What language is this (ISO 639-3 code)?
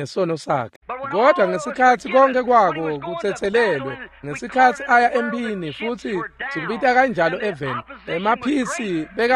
ssw